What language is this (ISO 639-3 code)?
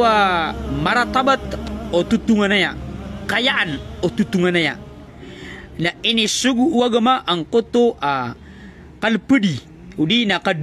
mrw